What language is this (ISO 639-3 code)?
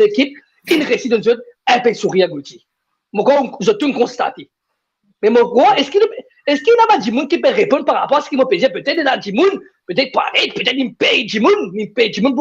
mfe